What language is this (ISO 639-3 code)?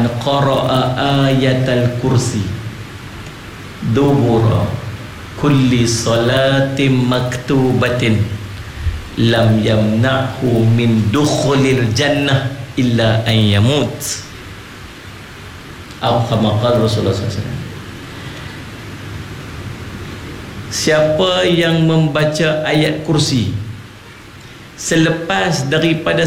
msa